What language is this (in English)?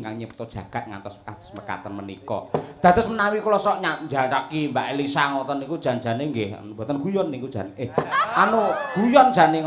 Javanese